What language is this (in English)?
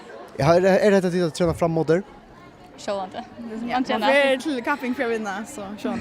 Faroese